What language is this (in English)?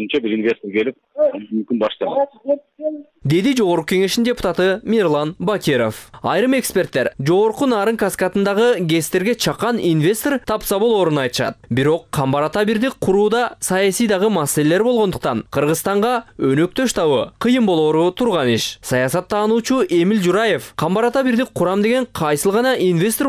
Kyrgyz